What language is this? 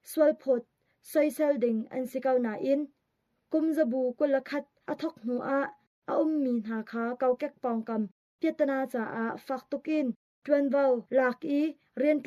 Hakha Chin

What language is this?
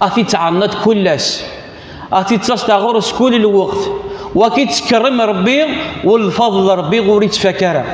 Kabyle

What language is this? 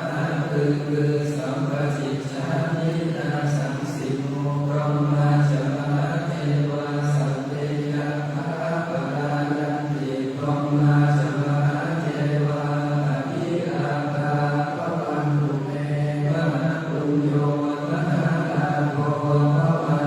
Pali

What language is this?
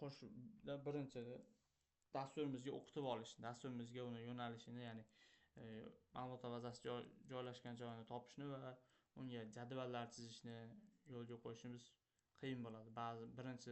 Uzbek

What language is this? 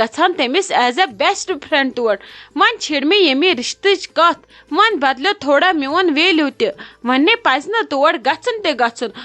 Kashmiri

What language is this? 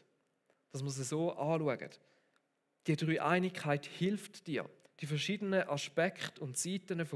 Swiss German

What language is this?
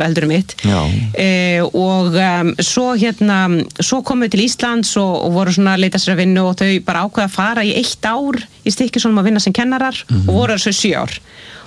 Icelandic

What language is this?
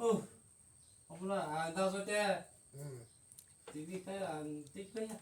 Kok Borok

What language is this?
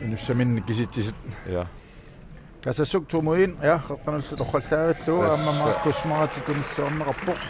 Kalaallisut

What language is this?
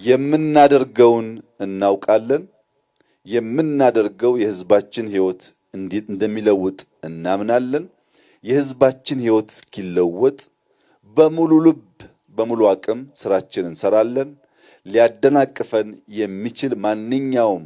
Amharic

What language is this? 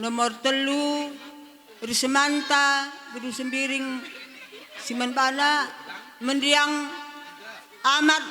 Batak Karo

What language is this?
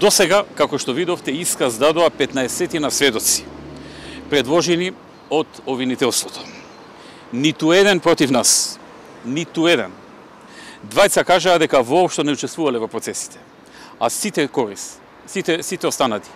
Macedonian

